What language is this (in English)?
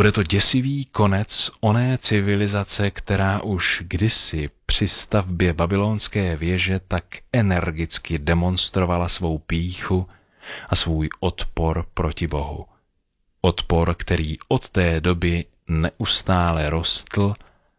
Czech